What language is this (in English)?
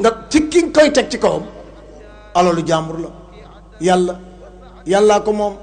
Wolof